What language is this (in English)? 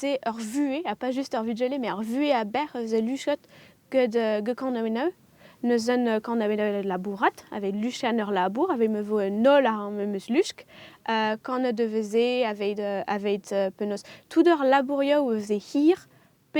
Breton